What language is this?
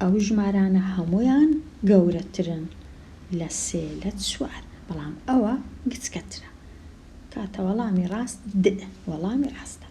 Central Kurdish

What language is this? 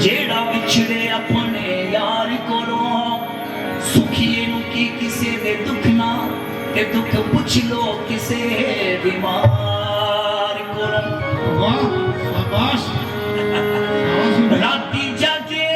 Dogri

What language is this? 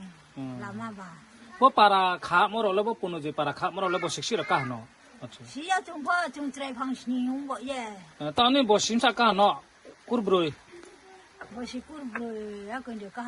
Riang (India)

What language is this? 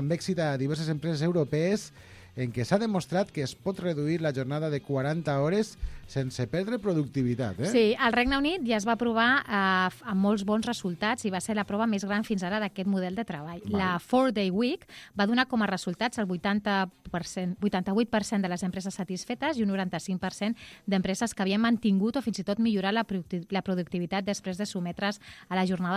Catalan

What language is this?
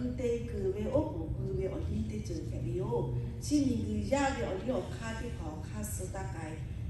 Lahu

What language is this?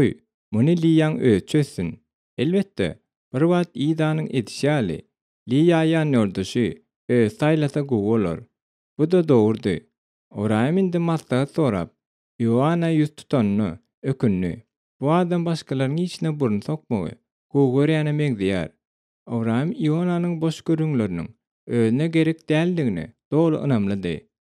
Turkmen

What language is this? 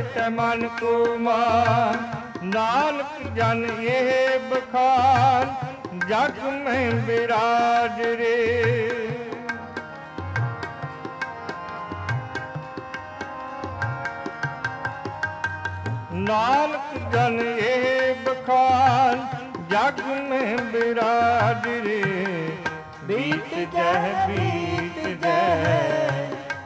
Punjabi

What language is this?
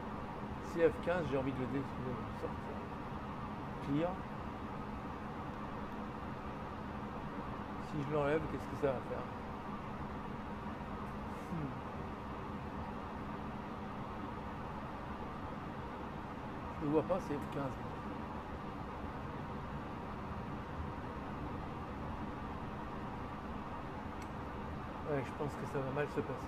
French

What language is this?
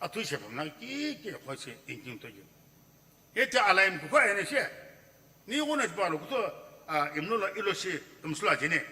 Sumi Naga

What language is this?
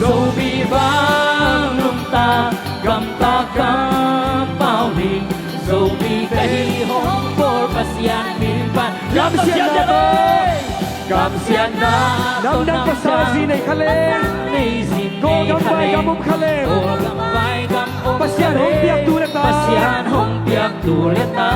Tedim Chin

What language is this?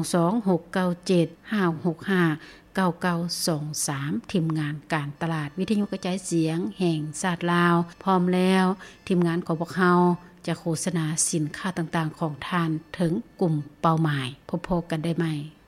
Lao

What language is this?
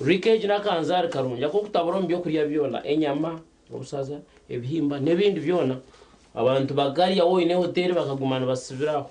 Nyankole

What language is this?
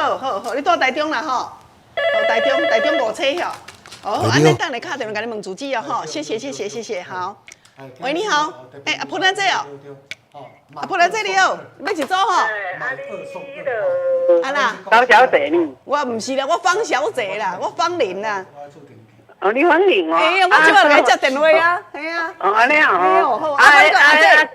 Min Nan Chinese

